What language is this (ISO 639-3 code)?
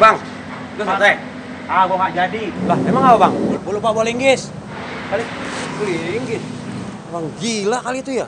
bew